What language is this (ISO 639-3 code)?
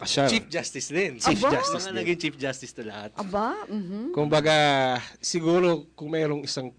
fil